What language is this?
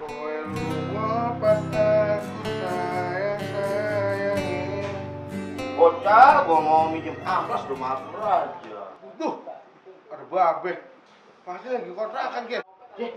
Betawi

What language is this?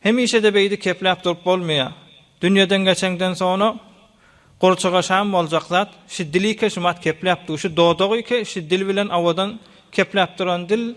Turkmen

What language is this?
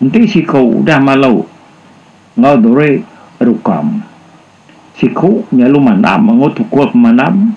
Iban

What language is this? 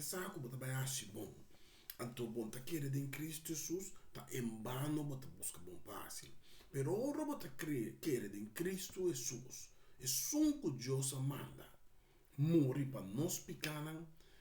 Papiamento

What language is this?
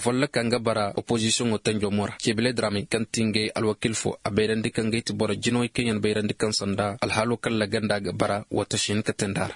Koyraboro Senni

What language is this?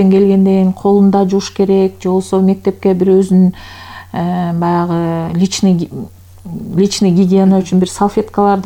Kyrgyz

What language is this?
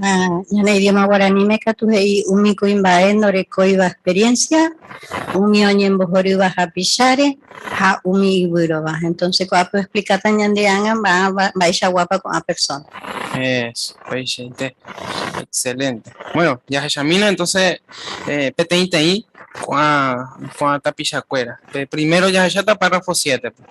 Guarani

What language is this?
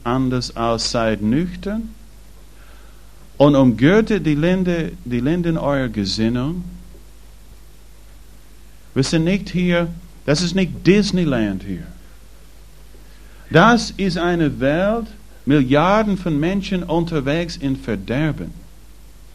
German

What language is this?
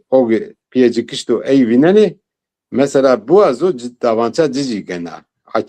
Zaza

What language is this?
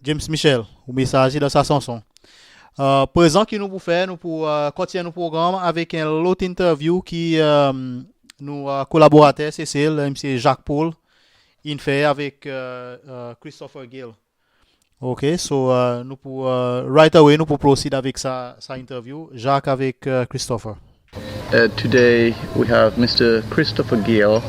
Seselwa Creole French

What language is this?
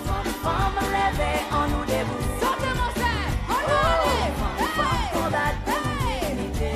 Seselwa Creole French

